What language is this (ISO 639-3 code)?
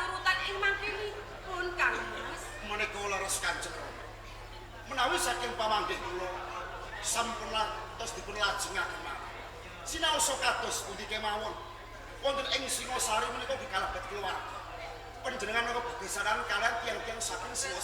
jav